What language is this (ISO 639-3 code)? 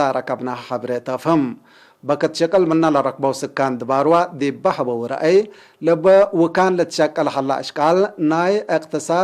tig